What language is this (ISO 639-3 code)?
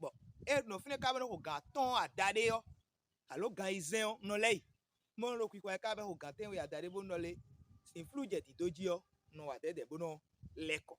fon